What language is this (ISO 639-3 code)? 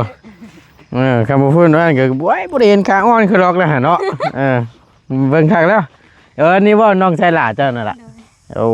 tts